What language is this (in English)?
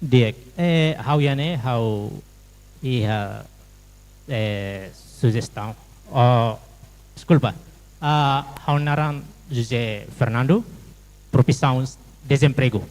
Tetum